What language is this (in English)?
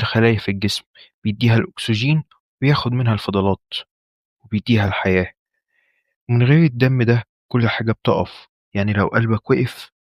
Egyptian Arabic